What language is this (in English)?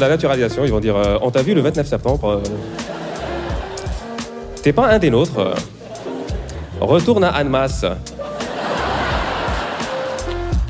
French